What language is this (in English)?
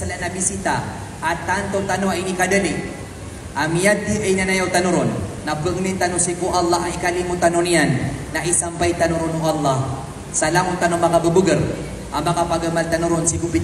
Maranao